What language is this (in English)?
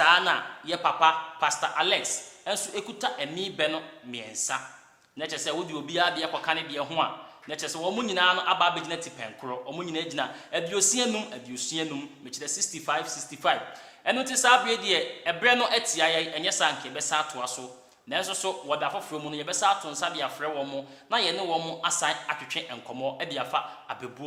Akan